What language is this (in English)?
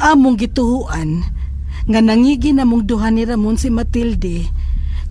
Cebuano